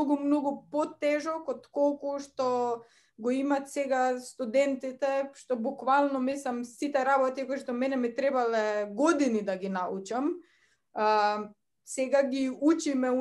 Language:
Macedonian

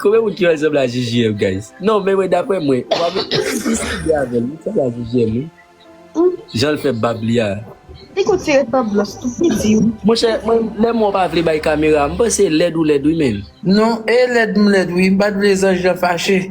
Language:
Haitian Creole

